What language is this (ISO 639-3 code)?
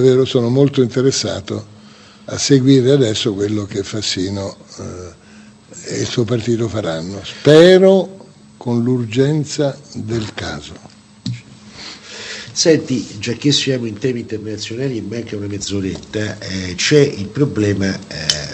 ita